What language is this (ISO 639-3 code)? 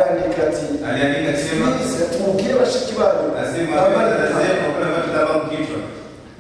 kin